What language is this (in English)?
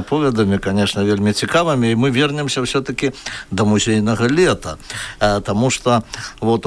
Belarusian